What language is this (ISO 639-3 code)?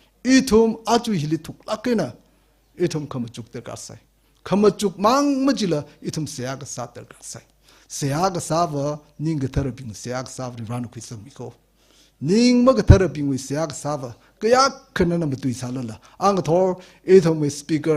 nmf